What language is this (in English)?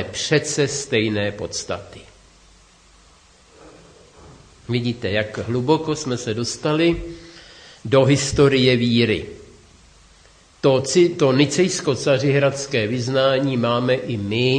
Czech